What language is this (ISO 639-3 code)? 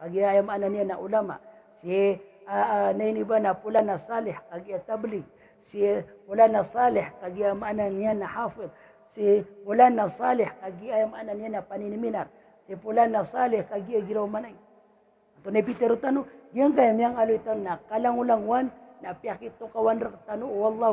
mrw